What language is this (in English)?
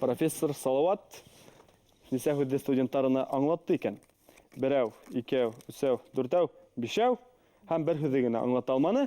Bashkir